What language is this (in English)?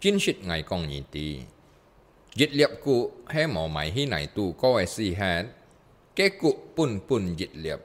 Hakka Chinese